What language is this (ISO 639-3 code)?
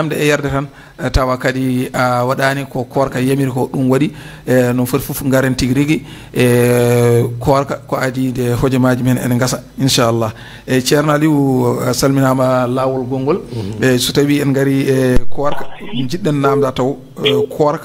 ful